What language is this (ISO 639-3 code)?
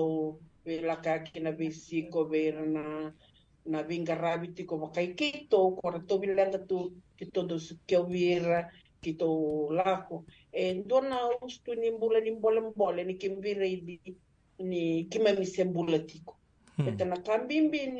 fij